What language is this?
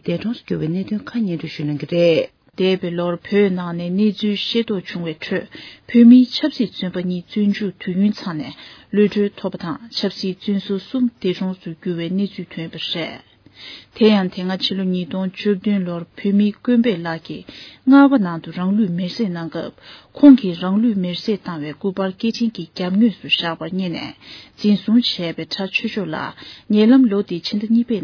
Tibetan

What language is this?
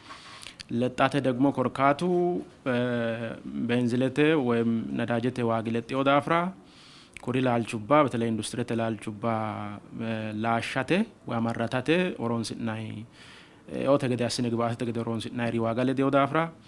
Sidamo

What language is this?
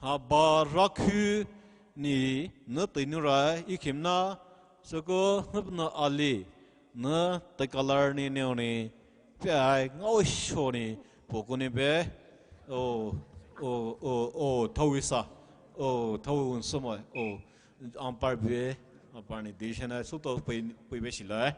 Poumei Naga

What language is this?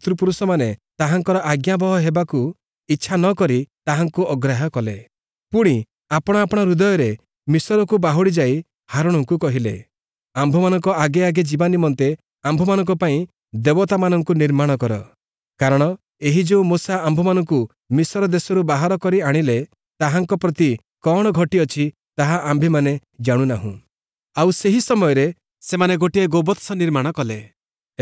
Odia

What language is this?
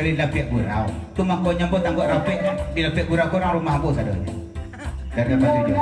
Minangkabau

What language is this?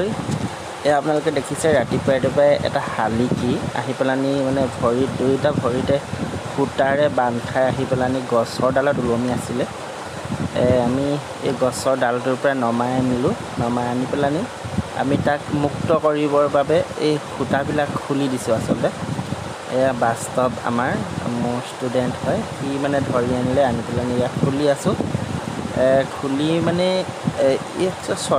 Assamese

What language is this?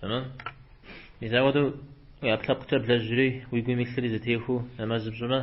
Kabardian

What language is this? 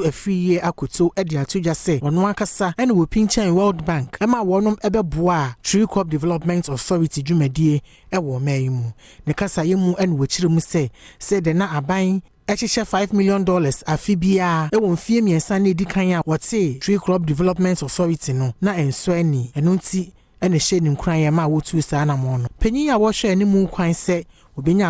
Akan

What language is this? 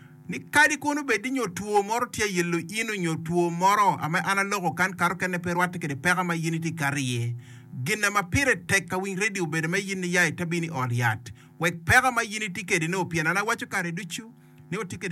Acoli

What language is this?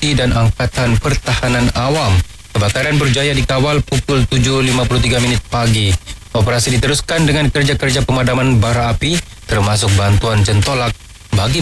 Malay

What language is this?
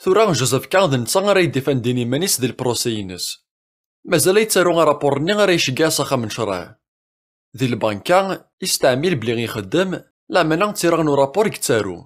Kabyle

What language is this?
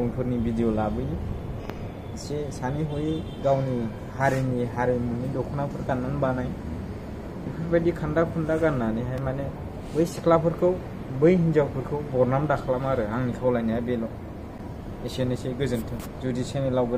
Bodo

